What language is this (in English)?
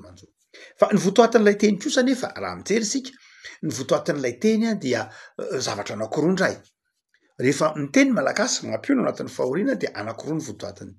Malagasy